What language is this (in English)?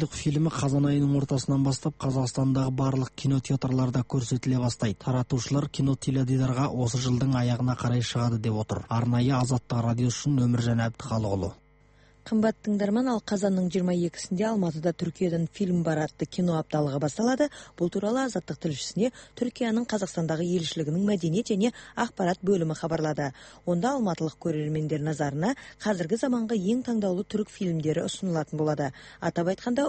Kazakh